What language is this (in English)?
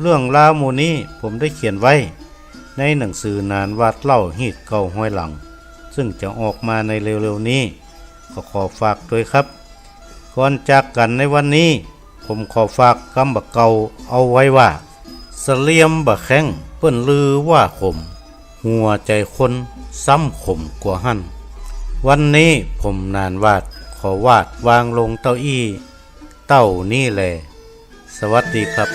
Northern Thai